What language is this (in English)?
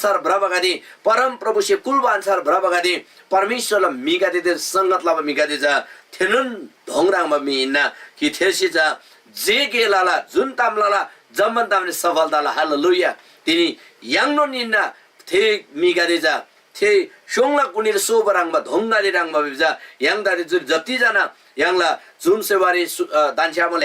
Eastern Tamang